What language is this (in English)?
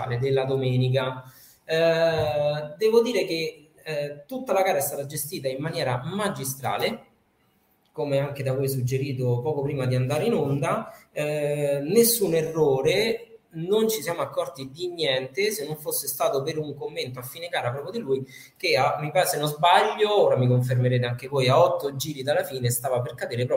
Italian